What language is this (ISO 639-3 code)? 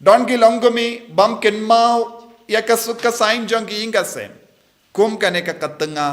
kha